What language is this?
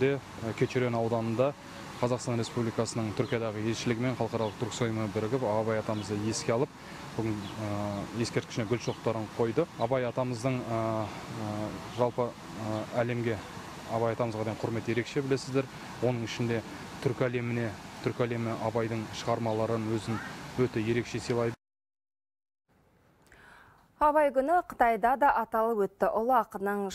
Kazakh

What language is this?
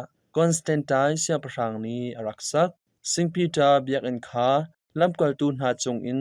Hakha Chin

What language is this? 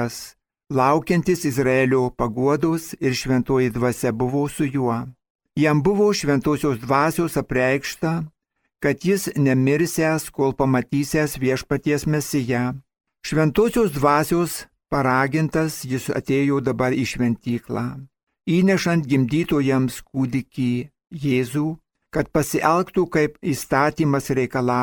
Lithuanian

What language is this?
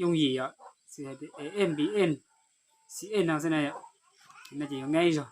Hmong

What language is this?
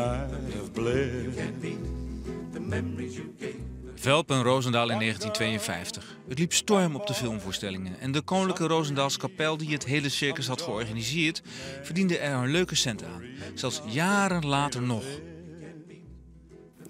Dutch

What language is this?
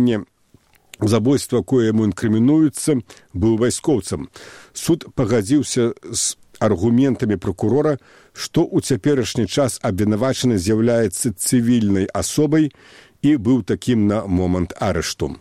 Belarusian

